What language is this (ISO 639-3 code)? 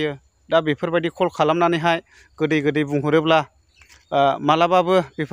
brx